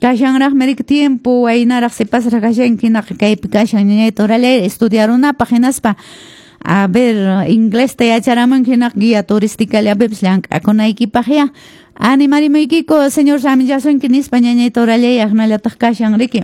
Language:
Quechua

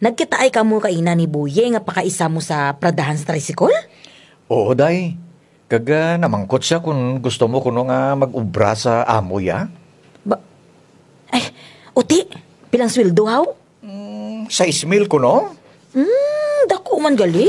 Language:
Kinaray-a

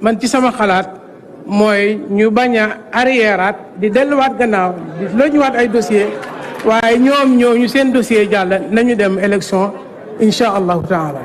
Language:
Wolof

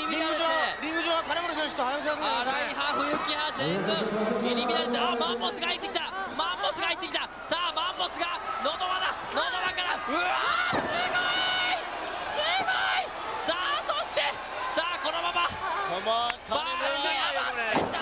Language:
Japanese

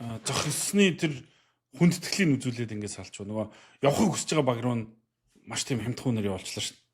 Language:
Mongolian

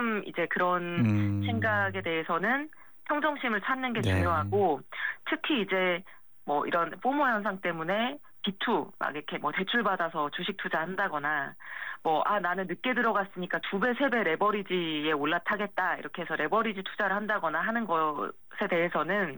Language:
Korean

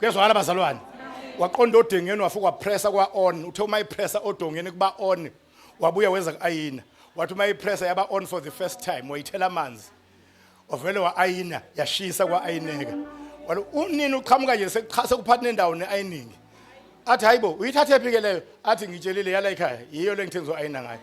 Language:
Zulu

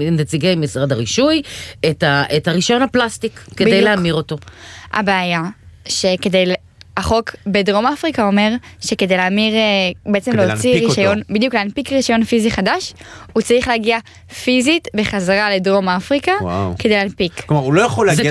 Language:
Hebrew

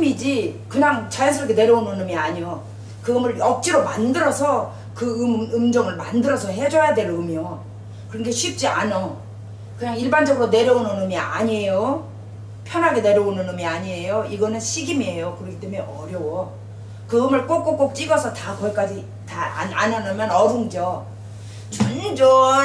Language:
Korean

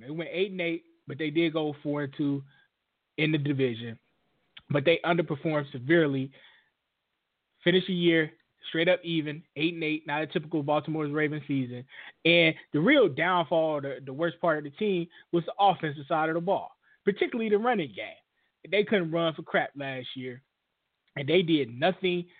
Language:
English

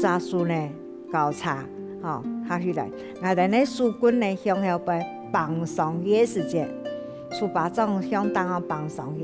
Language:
Hakka Chinese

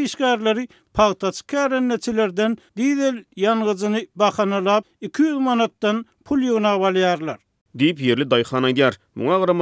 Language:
Turkmen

